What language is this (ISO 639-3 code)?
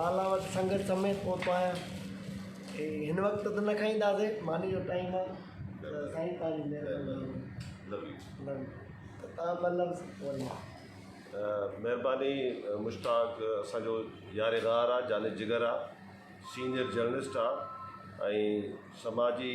snd